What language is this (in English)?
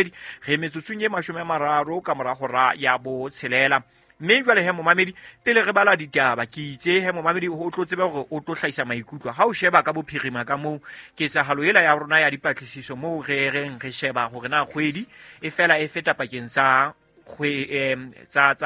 Southern Sotho